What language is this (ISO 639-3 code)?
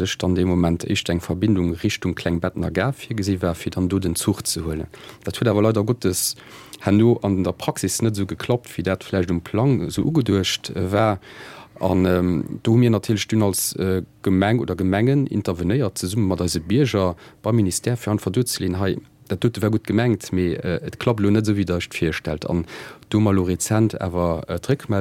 ltz